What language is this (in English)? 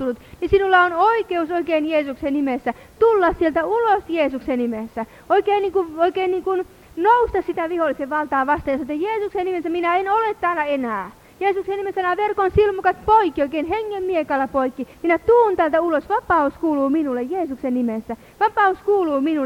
Finnish